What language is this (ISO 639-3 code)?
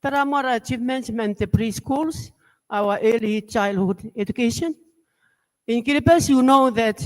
gil